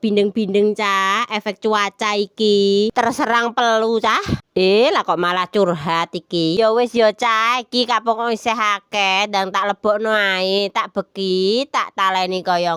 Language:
Javanese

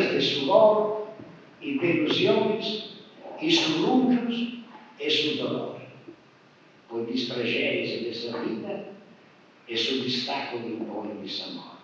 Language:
Sardinian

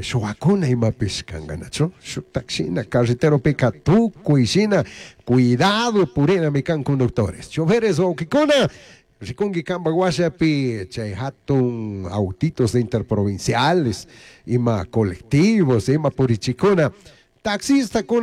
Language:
Chimborazo Highland Quichua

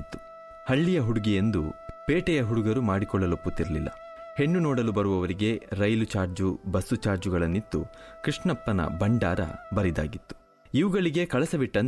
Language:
Kannada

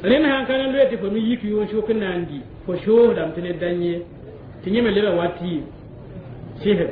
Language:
Mossi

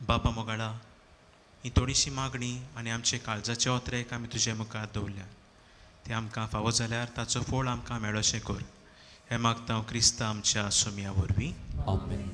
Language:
Konkani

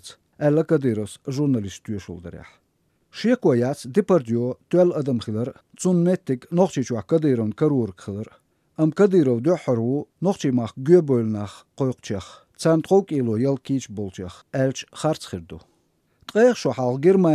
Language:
Chechen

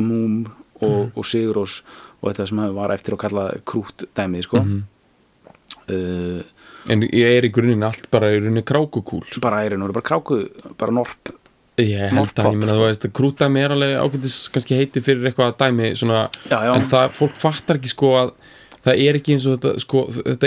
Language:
Icelandic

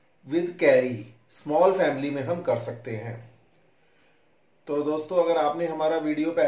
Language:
Hindi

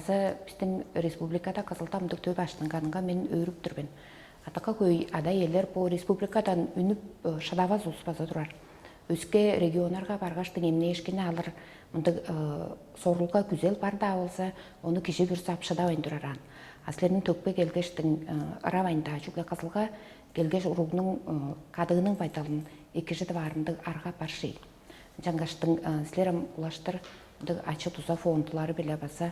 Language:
Tuvinian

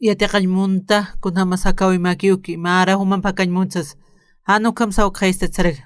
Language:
Aymara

